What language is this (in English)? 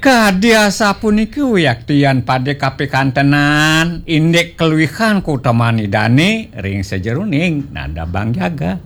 Balinese